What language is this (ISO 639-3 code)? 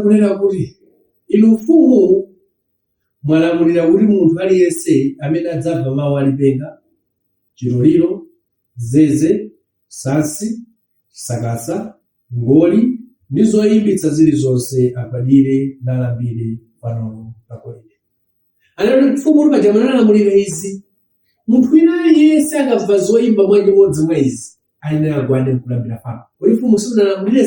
nya